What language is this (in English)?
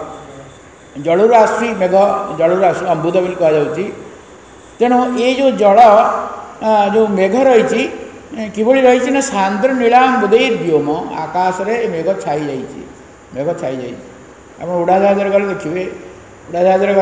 Odia